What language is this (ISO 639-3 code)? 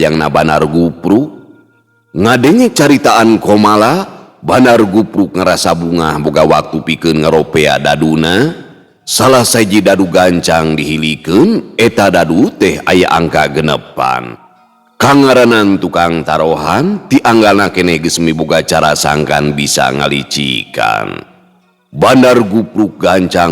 sun